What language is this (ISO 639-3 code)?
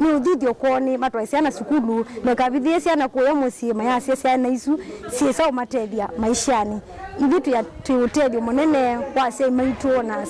kam